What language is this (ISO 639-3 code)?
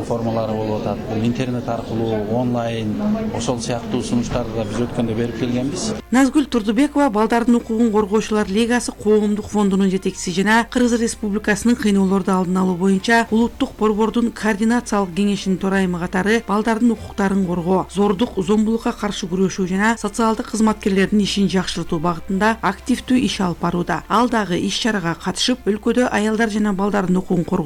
kir